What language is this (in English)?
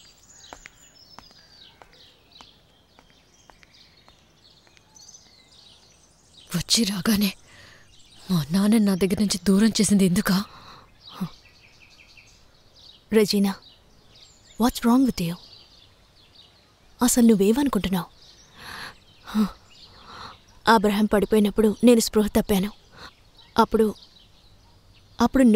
Telugu